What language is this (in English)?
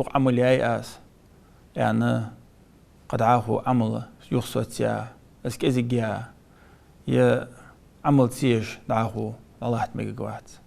Ingush